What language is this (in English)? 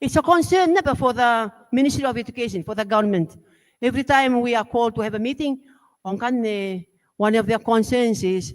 Gilbertese